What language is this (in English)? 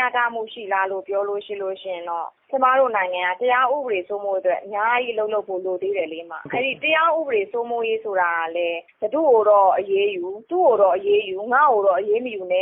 Burmese